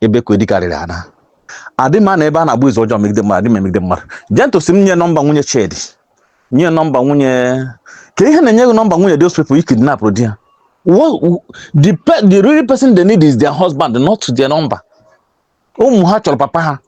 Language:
Igbo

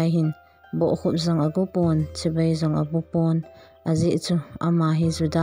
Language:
Thado Chin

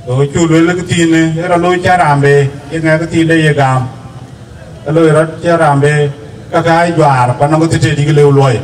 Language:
Dinka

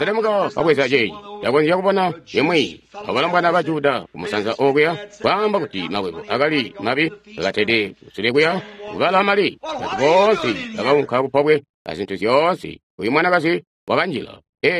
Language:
Tonga (Zambia)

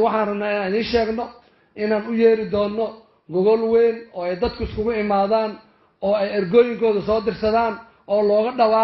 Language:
Somali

